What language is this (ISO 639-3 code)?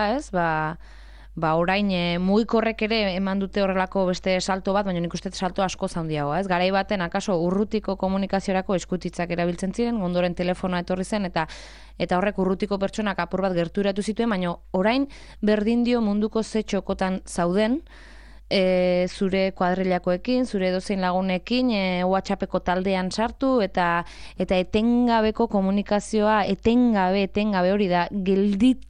eus